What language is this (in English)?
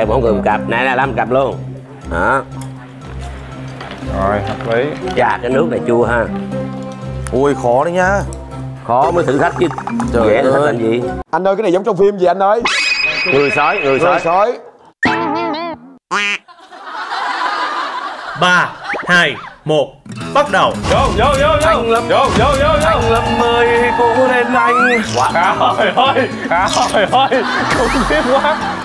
Vietnamese